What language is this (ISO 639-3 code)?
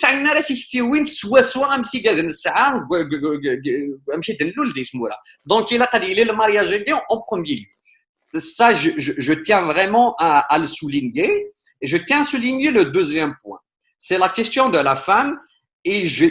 kab